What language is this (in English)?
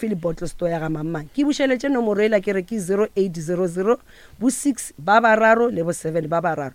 Northern Sotho